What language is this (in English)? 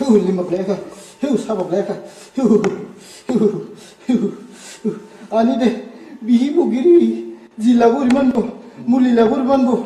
Dimasa